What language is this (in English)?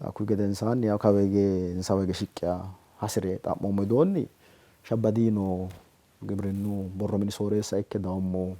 Sidamo